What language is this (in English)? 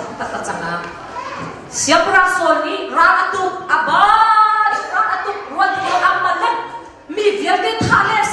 Hakha Chin